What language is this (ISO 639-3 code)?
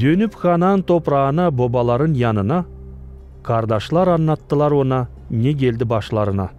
gag